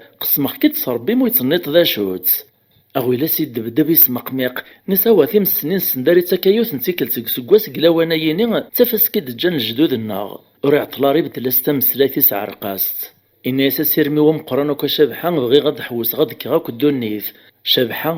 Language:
Kabyle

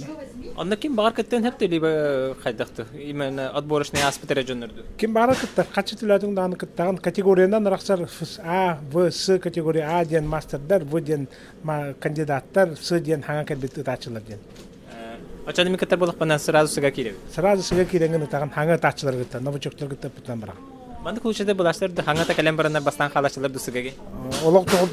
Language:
Yakut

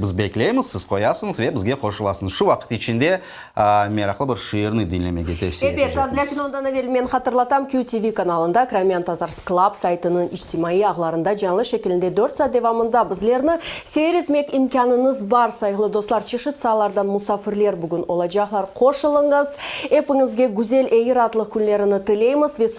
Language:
Crimean Tatar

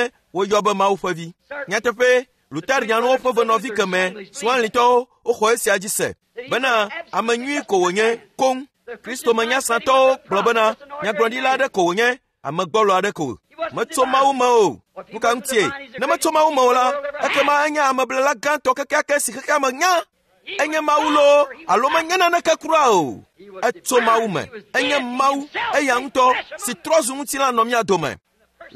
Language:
Ewe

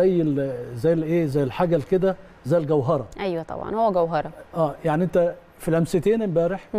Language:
Egyptian Arabic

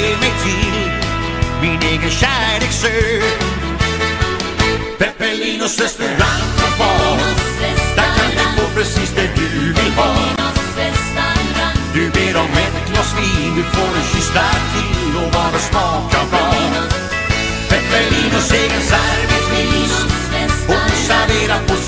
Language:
Swedish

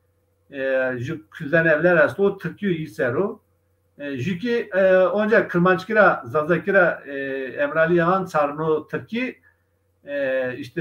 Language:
Zaza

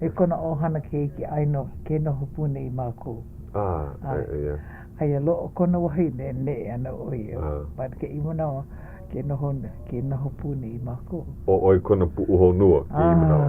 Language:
Hawaiian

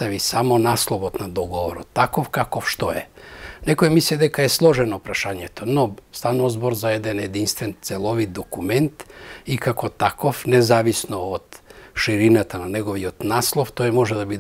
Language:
Macedonian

